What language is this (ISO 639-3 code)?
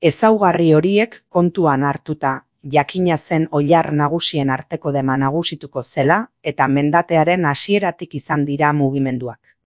eus